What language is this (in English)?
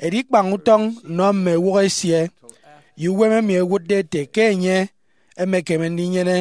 Efik